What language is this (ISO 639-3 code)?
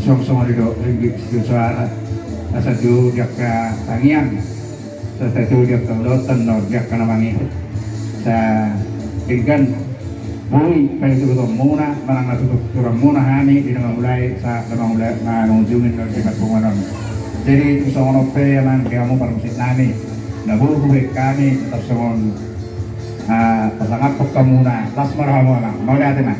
bbc